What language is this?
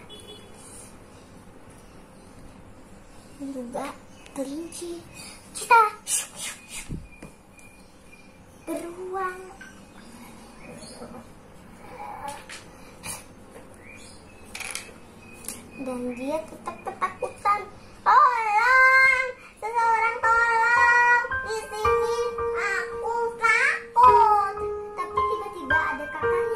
Indonesian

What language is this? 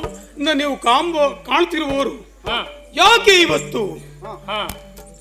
Kannada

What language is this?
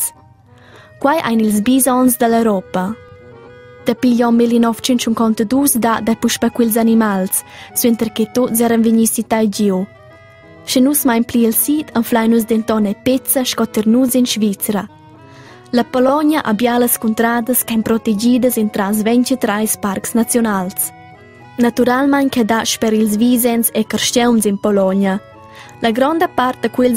Romansh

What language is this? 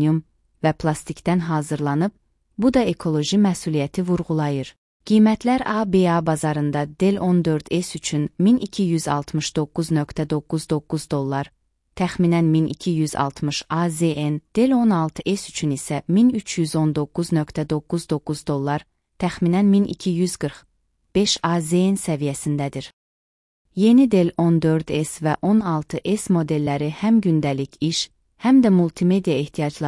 Azerbaijani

